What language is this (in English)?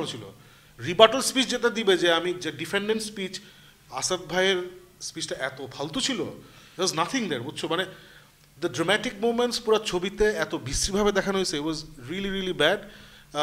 Bangla